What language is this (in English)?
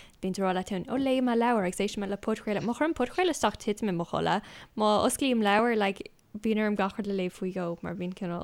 Irish